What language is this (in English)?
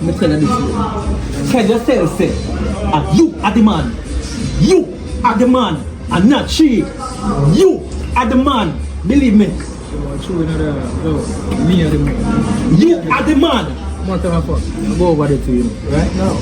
Jamaican Creole English